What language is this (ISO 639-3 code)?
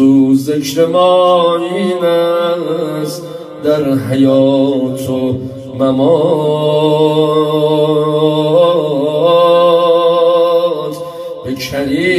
fas